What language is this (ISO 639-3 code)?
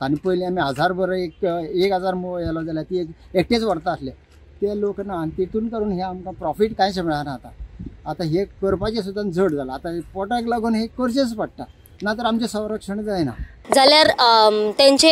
kok